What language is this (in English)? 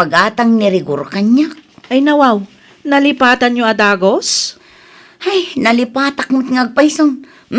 Iloko